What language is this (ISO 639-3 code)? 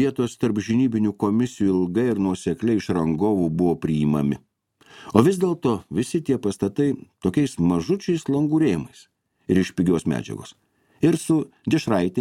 lit